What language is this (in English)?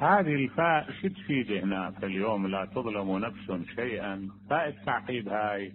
Mesopotamian Arabic